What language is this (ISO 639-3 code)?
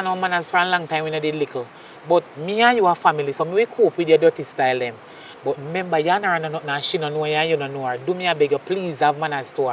jam